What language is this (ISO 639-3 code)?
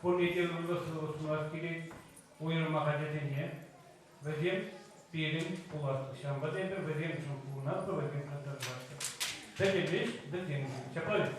chv